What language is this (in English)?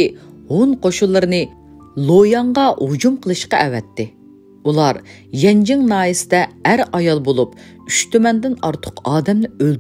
Uyghur